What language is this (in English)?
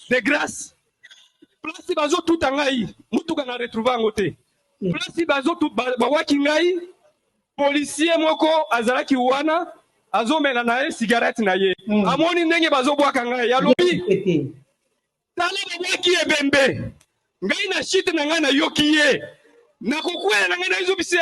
Lingala